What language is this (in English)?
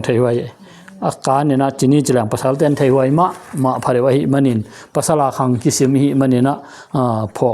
Tedim Chin